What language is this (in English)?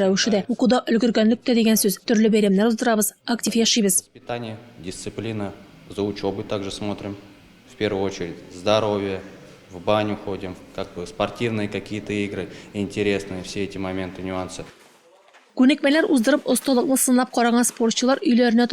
Tatar